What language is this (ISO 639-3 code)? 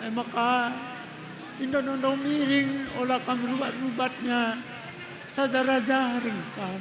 btx